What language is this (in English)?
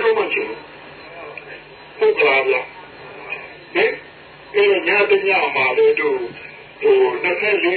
Burmese